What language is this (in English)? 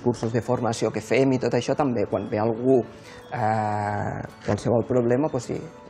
Catalan